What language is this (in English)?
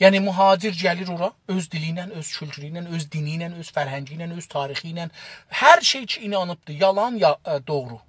South Azerbaijani